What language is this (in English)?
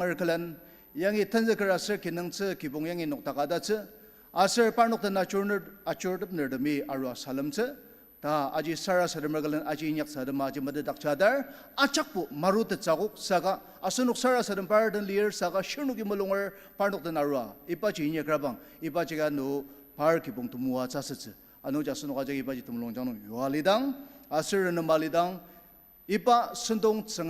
Ao Naga